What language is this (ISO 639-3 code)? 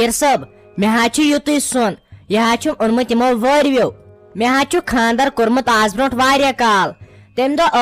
kas